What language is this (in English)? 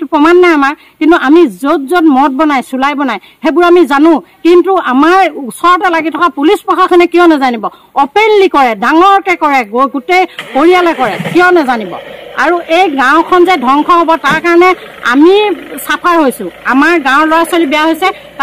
Assamese